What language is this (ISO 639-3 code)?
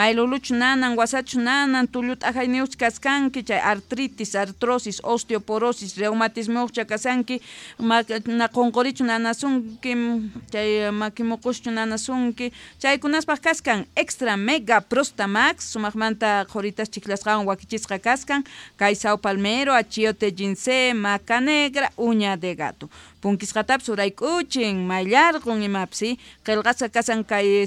que